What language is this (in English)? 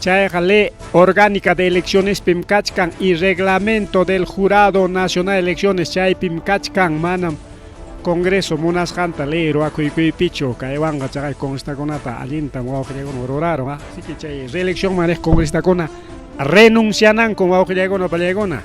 Ayacucho Quechua